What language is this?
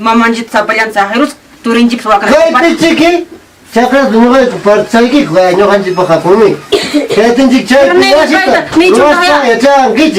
Ayacucho Quechua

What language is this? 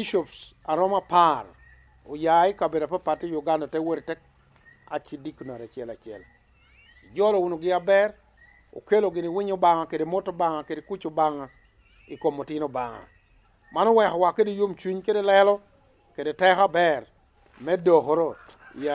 Lango (Uganda)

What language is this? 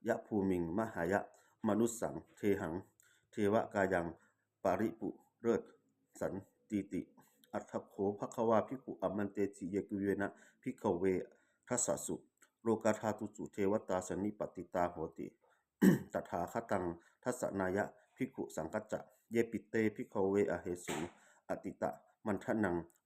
Pali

